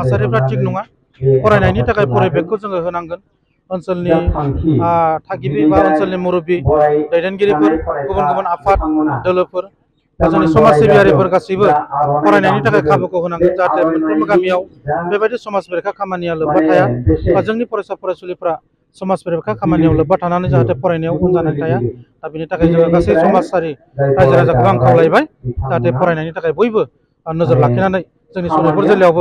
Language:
Bodo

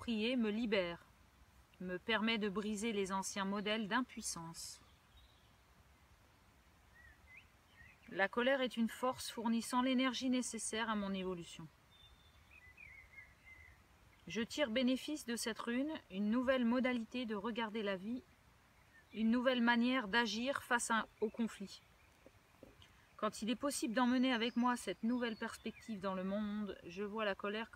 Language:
French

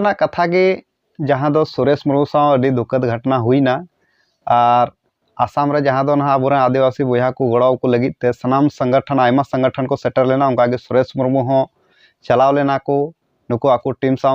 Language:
Santali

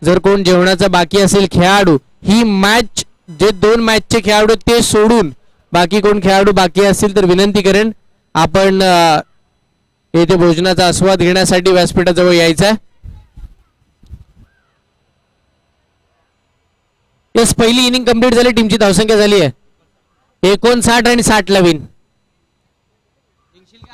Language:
Marathi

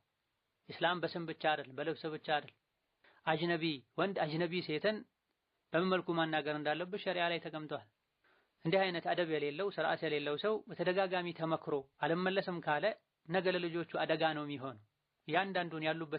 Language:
Amharic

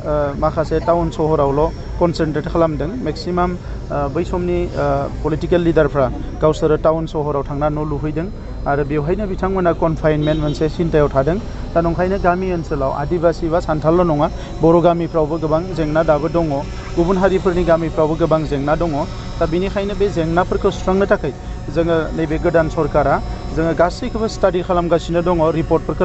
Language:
Bodo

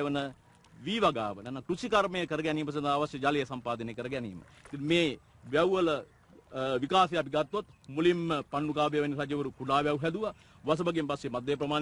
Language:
Sinhala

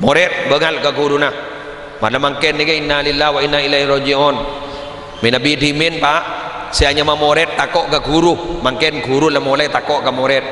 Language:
Madurese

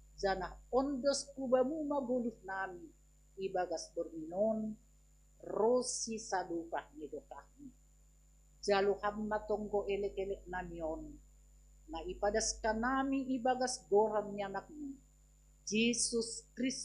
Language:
Batak Simalungun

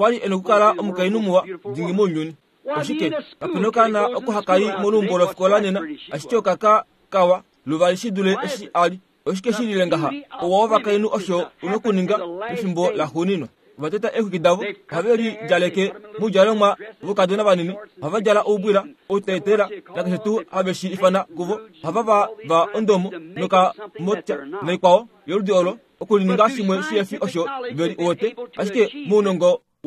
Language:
Kuanyama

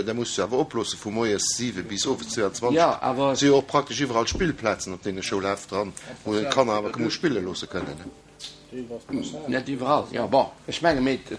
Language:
Luxembourgish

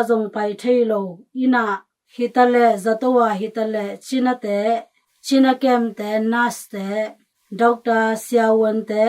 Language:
Tedim Chin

